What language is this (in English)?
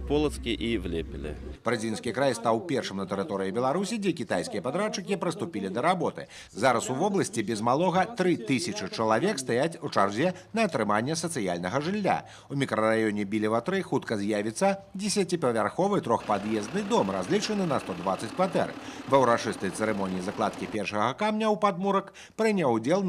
Belarusian